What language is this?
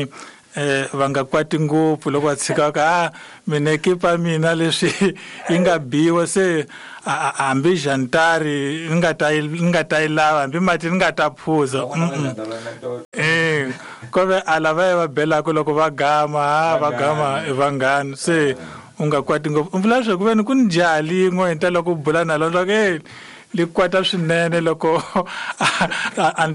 Tsonga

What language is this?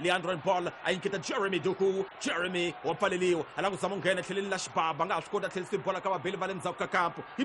Tsonga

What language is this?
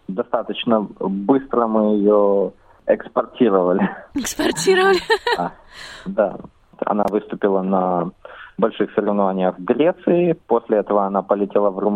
Russian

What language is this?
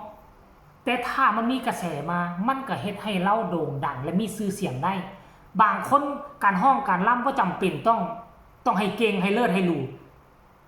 Lao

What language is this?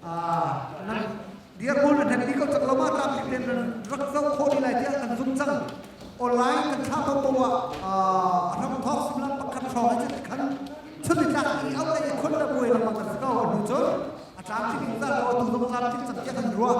Hakha Chin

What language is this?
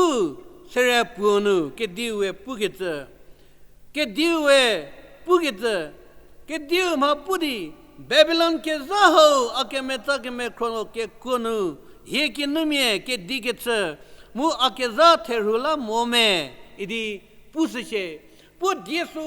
Angami Naga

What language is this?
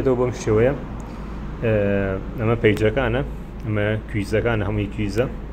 Central Kurdish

